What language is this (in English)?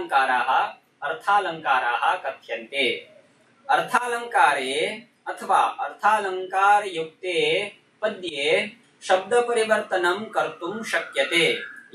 Sanskrit